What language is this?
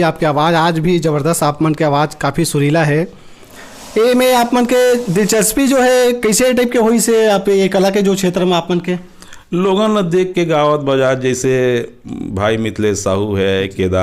Chhattisgarhi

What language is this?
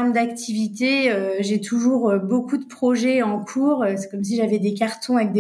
French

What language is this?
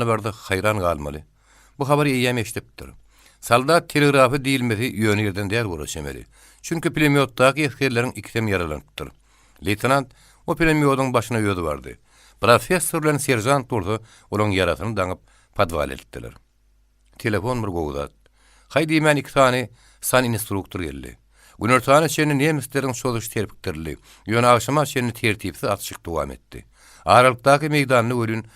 Turkmen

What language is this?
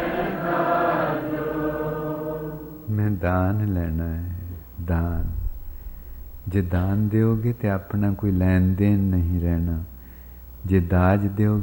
Punjabi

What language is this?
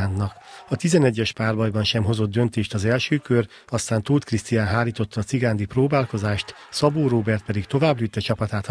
Hungarian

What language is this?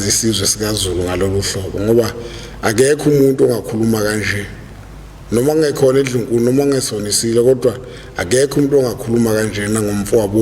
Zulu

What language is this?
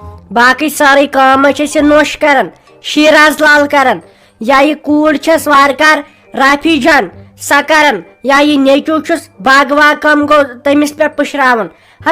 Kashmiri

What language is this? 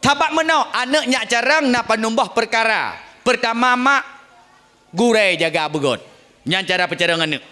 Achinese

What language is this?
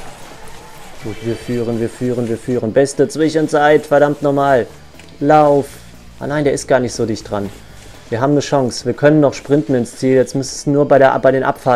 German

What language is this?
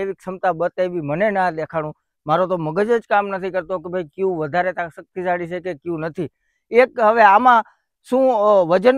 Gujarati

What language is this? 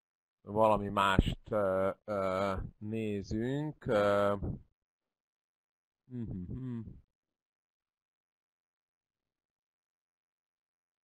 Hungarian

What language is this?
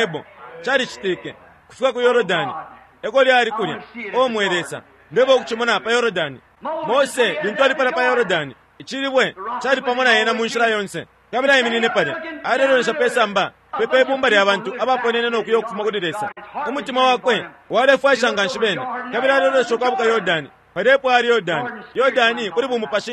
Bemba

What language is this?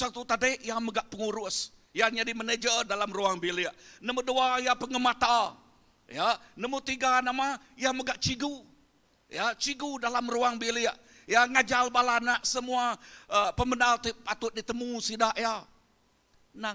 Iban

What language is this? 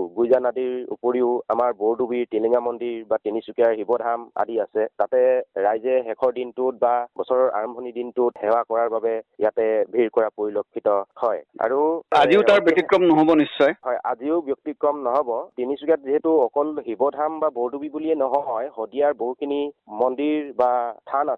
Assamese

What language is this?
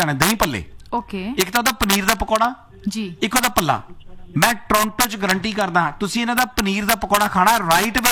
Punjabi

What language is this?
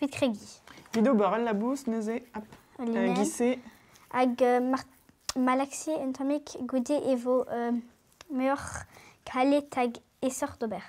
Breton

